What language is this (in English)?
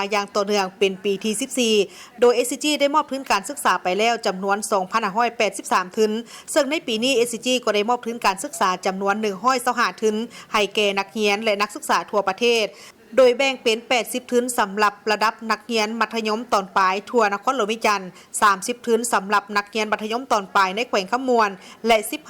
Lao